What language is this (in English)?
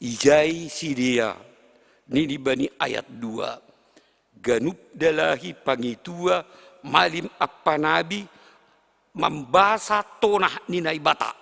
Batak Simalungun